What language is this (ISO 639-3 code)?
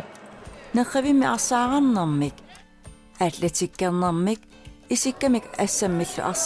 kal